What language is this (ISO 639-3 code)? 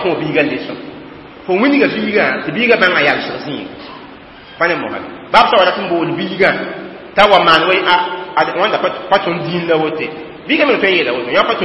mos